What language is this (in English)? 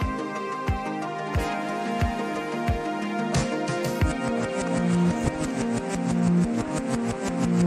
Malayalam